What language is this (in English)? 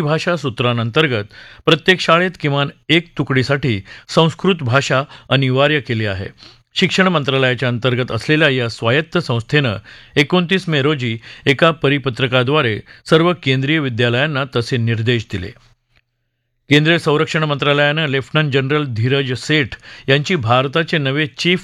Marathi